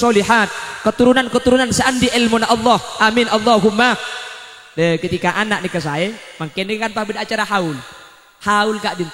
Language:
Madurese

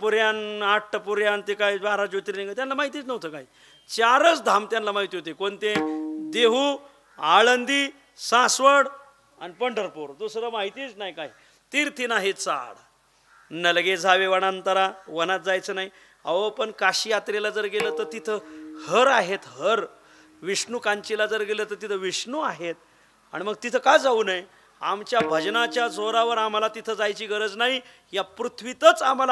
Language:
Marathi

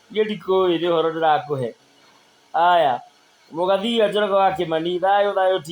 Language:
Kikuyu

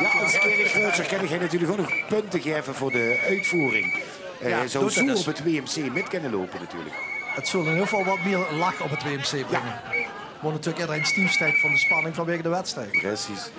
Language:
Limburgish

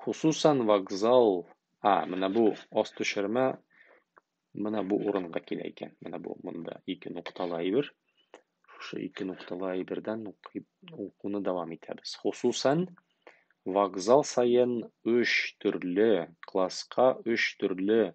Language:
Tatar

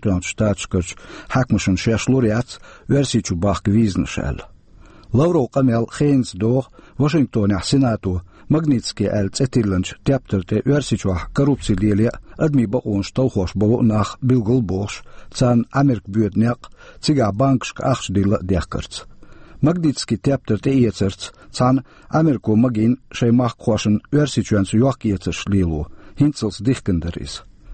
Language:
Chechen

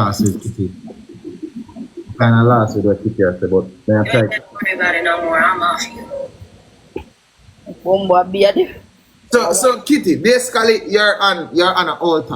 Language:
Jamaican Creole English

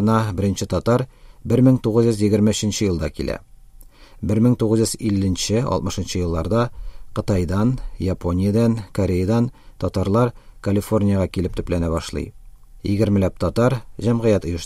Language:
Tatar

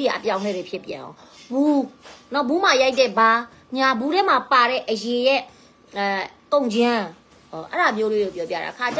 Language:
Burmese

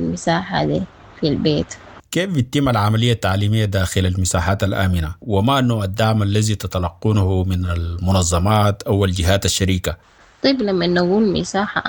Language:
Sudanese Arabic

